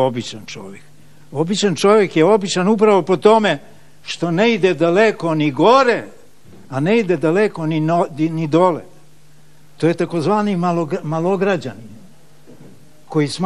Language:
Serbian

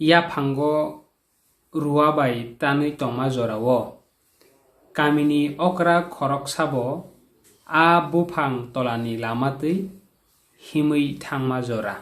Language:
Kok Borok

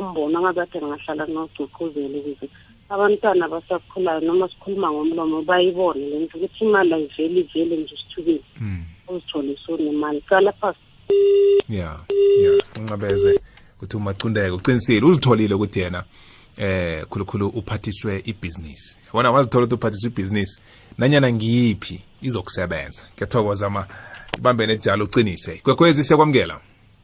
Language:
South Ndebele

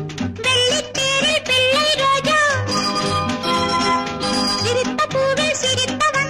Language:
Tamil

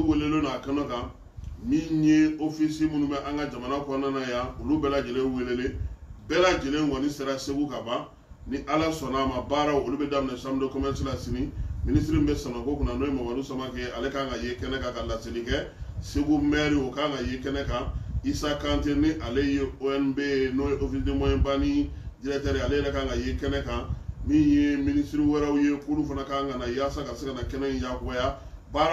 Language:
Bambara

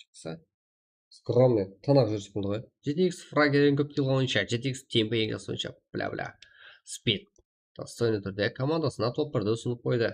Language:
Kara-Kalpak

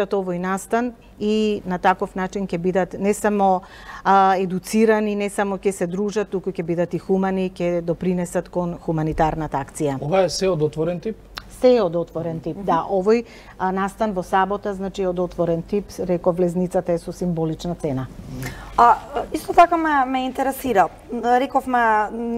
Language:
Macedonian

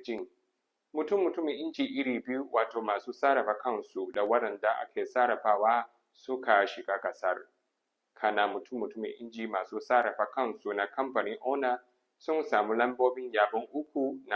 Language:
Hausa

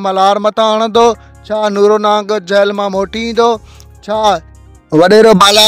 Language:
Sindhi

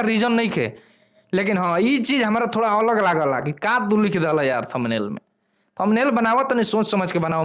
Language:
Bhojpuri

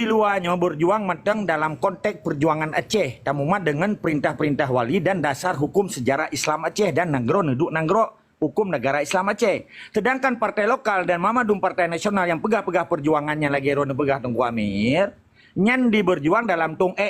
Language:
Achinese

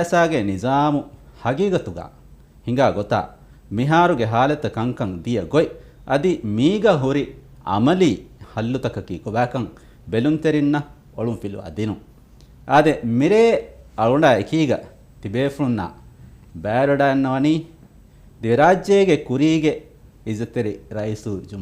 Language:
Divehi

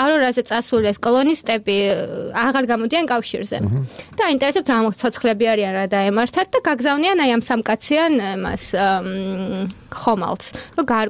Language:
Georgian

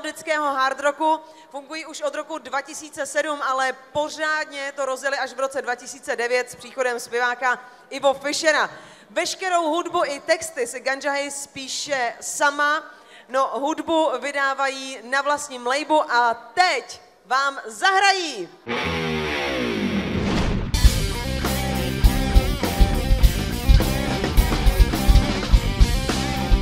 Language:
Czech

